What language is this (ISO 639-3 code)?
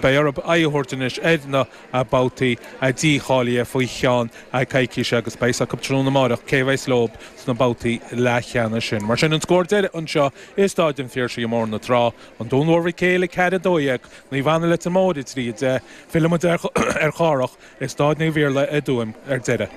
gle